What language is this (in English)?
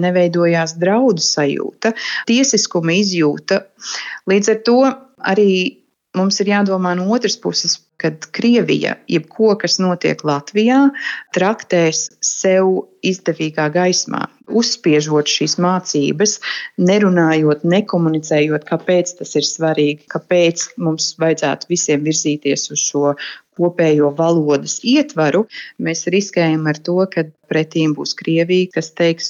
Latvian